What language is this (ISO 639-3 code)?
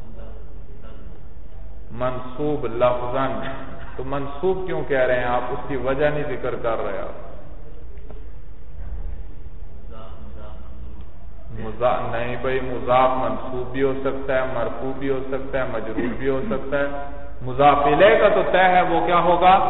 urd